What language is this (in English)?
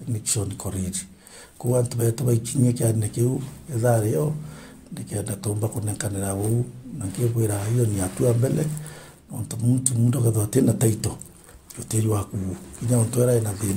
Meru